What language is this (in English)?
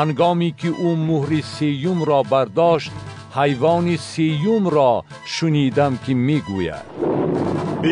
Tajik